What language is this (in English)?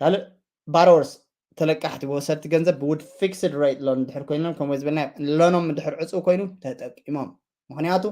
Tigrinya